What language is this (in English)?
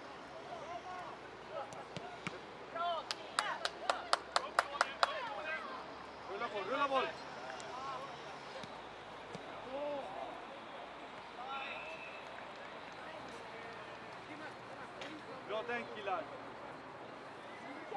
Swedish